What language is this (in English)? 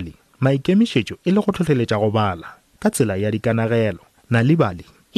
Northern Sotho